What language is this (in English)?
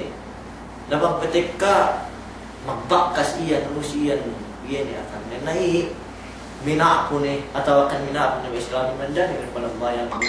Yakan